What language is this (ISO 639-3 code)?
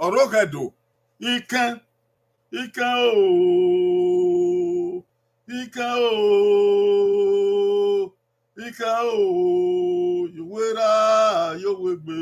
bin